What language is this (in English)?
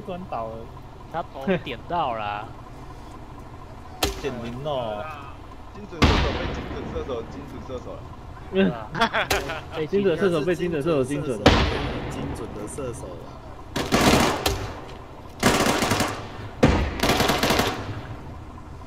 Chinese